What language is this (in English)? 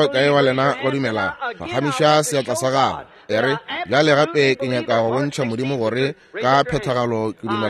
Northern Sotho